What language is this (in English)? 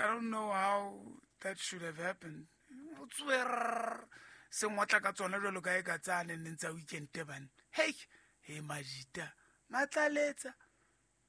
Southern Sotho